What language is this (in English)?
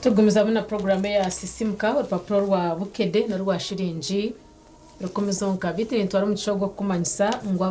Nyankole